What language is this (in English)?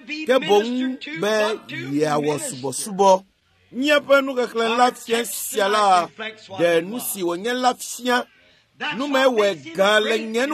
Ewe